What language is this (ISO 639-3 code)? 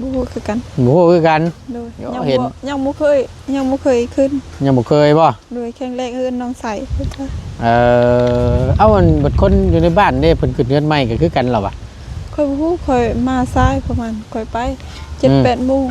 tts